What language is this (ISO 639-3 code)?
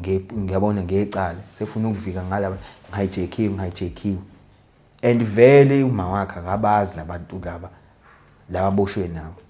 zul